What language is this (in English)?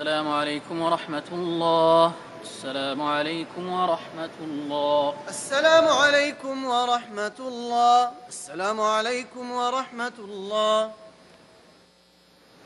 Arabic